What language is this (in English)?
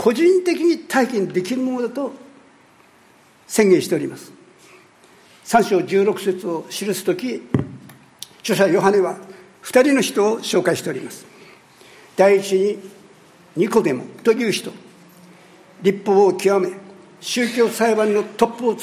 Japanese